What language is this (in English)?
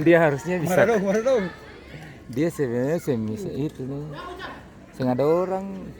Ambonese Malay